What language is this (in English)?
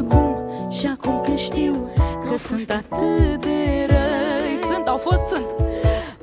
Romanian